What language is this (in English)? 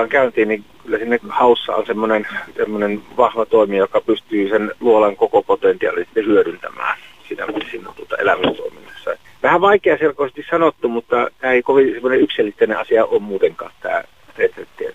Finnish